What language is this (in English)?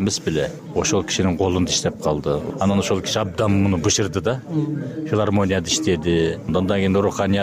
Kyrgyz